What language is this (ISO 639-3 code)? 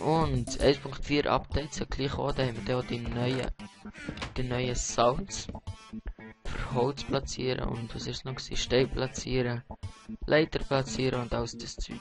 gsw